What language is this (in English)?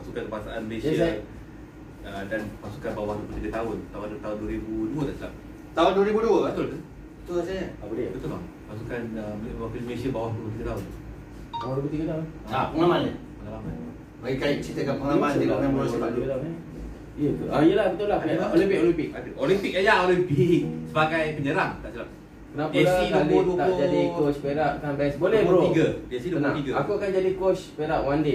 Malay